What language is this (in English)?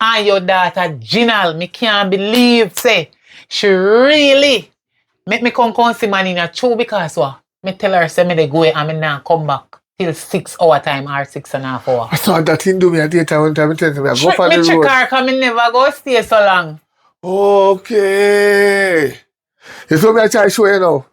Jamaican Creole English